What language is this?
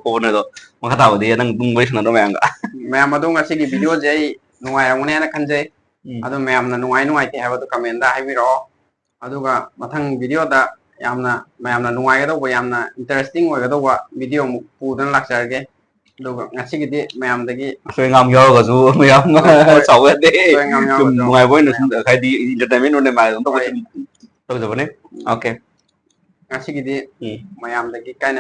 Manipuri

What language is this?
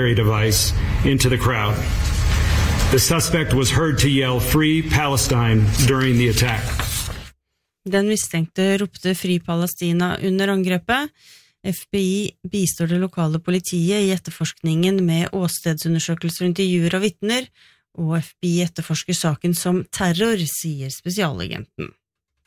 Norwegian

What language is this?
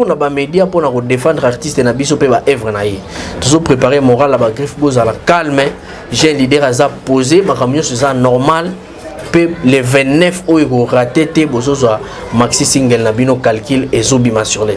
Lingala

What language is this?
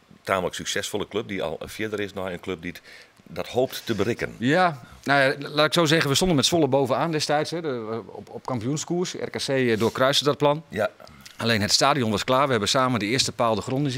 Western Frisian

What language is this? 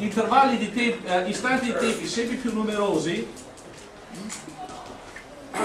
Italian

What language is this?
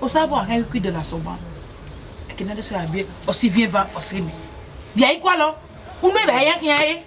Bini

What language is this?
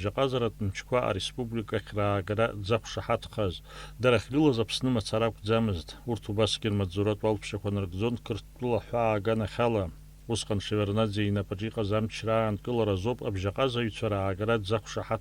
Abkhazian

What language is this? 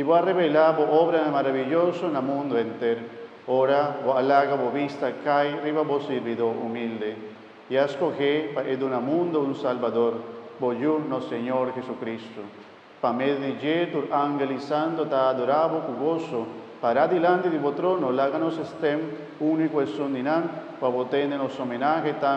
Papiamento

